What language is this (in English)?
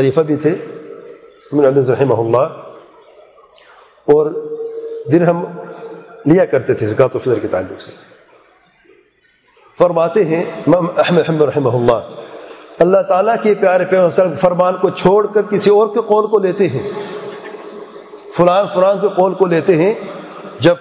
Urdu